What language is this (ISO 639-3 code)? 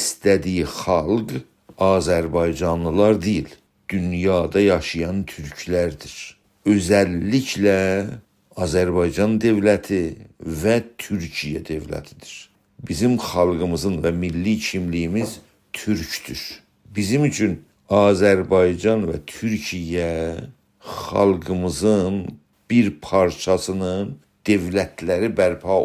azb